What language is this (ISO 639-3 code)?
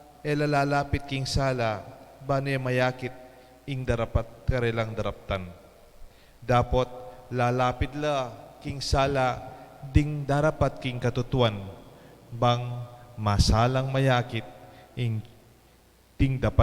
pam